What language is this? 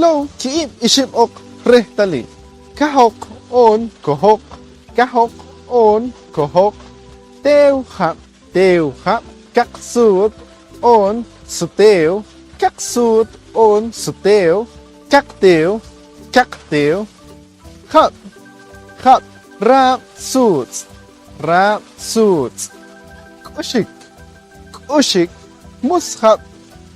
Poqomchi'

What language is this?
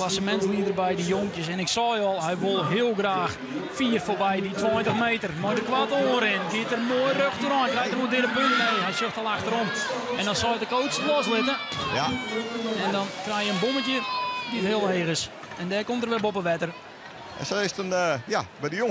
Western Frisian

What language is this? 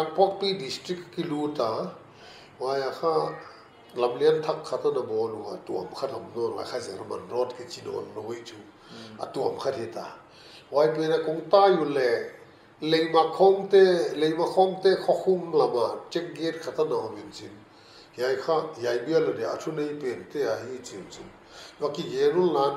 Paite Chin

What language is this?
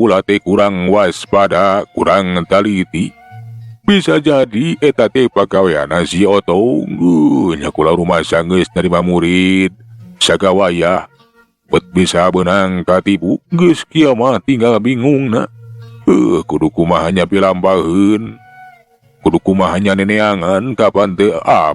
Sundanese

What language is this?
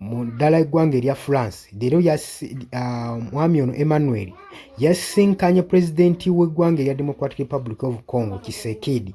Ganda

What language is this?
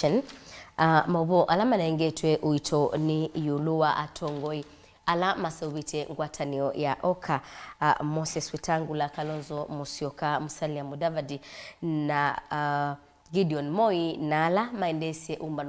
Kamba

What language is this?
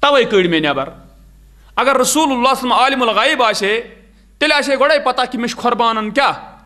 Kashmiri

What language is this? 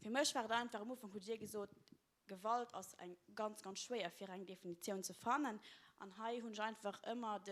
Luxembourgish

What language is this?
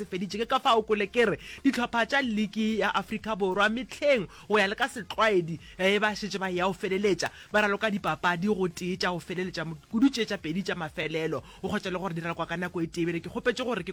Northern Sotho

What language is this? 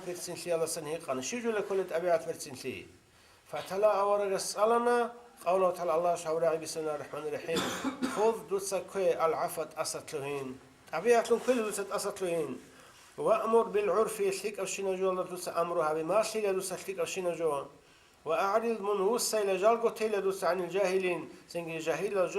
Avaric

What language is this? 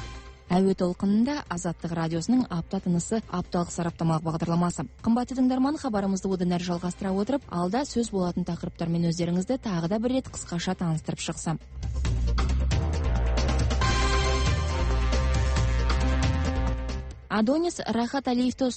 Kazakh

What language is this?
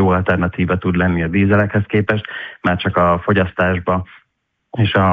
Hungarian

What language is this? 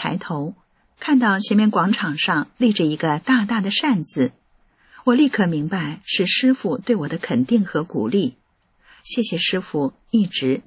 Chinese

